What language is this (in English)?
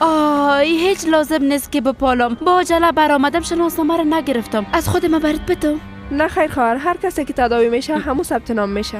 Persian